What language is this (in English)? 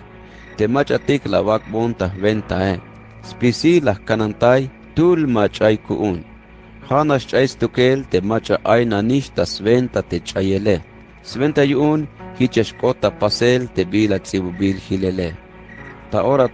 Tzeltal